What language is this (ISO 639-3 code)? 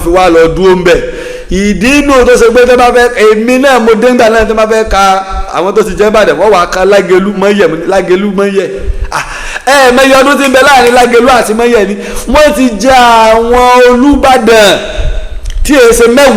yor